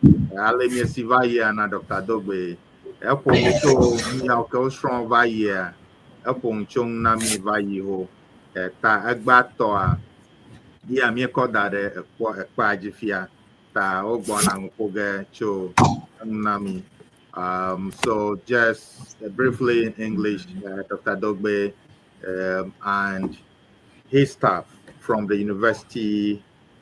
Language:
Ewe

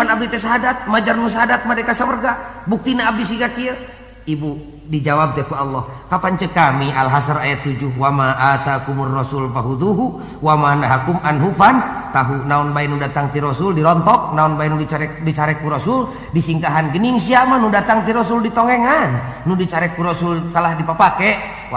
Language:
Sundanese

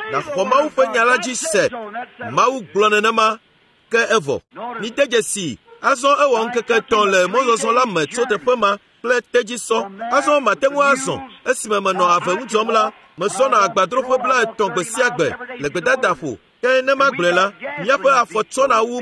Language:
Ewe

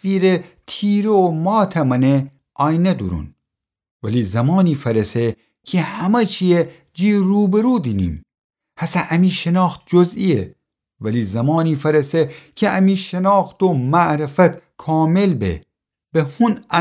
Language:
Gilaki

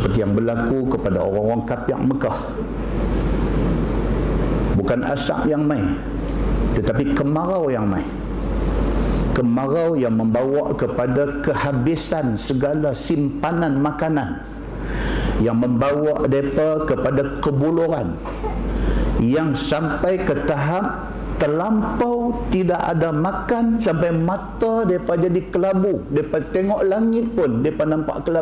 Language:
Malay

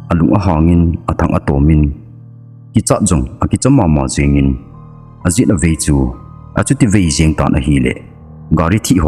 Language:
Thado Chin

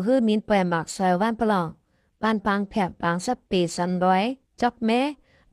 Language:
Shan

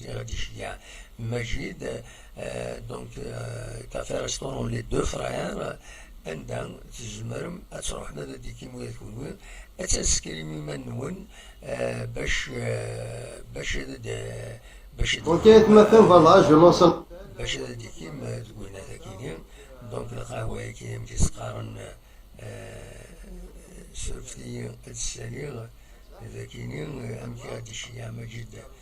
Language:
Kabyle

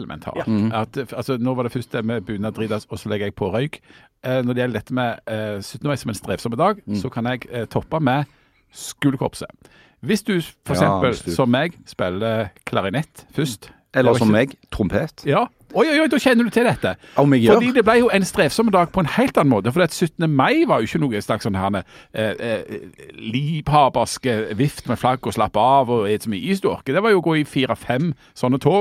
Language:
Norwegian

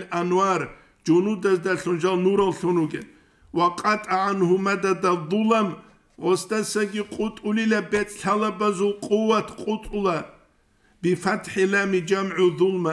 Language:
Avaric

